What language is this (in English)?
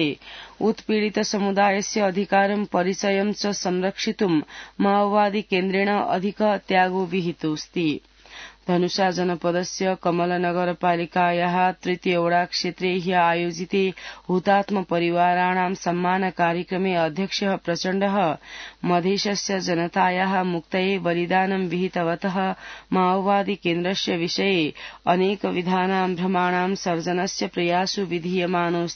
Sanskrit